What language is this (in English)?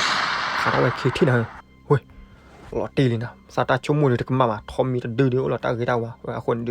S'gaw Karen